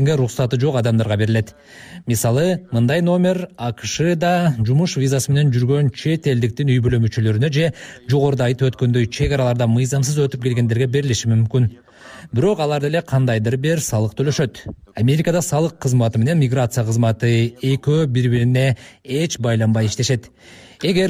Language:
Kyrgyz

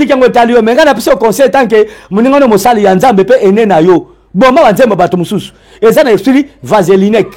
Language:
Lingala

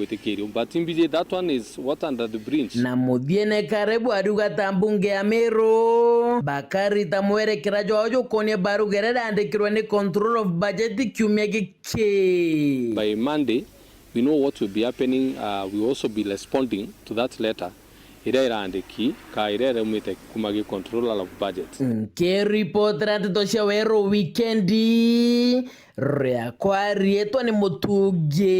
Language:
Meru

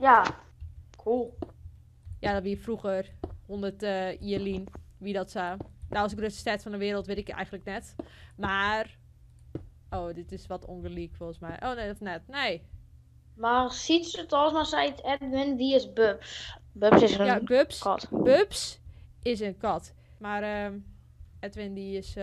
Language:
Western Frisian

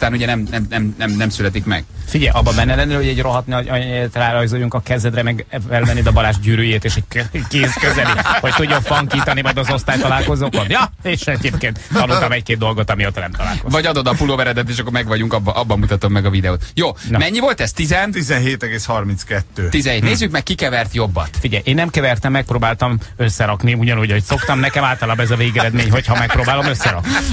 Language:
Hungarian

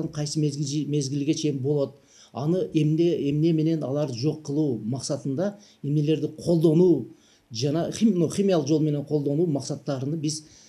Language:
Kyrgyz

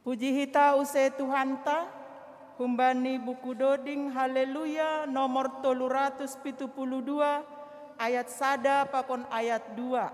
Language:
Batak Simalungun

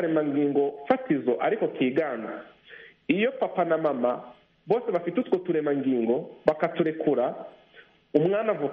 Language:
Kinyarwanda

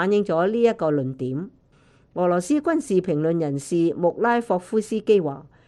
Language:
Cantonese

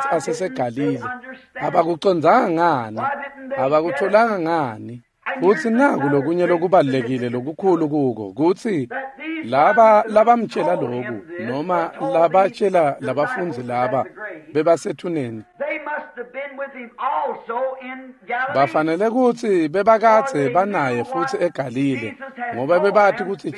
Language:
Swati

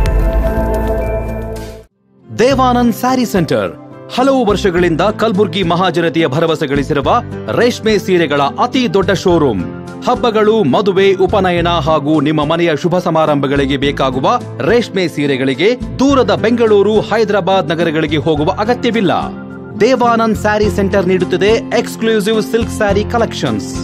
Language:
Kannada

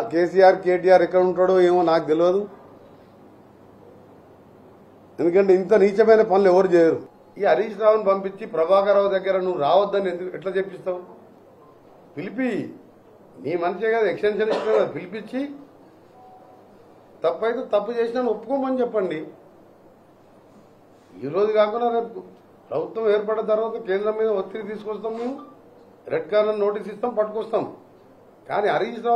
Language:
Telugu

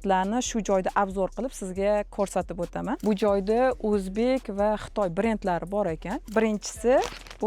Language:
Uzbek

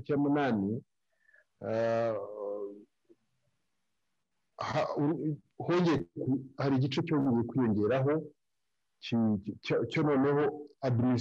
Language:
Kinyarwanda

